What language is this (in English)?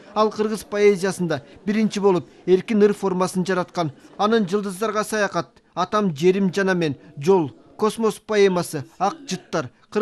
Kyrgyz